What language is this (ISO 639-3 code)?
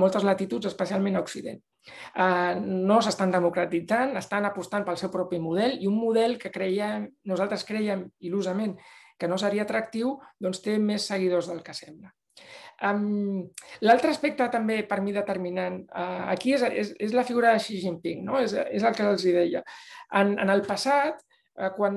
cat